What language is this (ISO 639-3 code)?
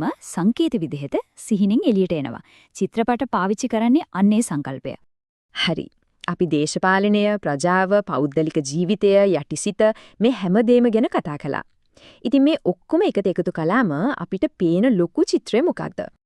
sin